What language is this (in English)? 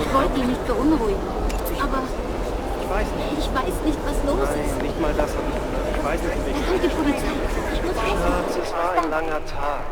Bavarian